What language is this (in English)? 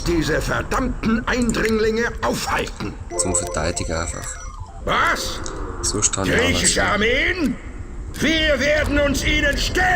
Swiss German